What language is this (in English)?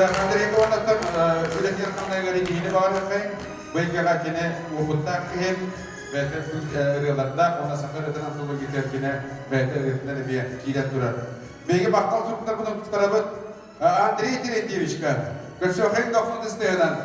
Yakut